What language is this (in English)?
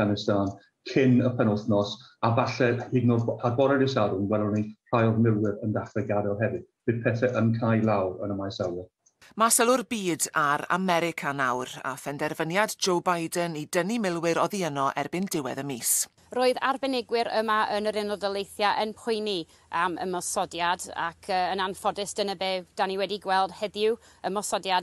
Welsh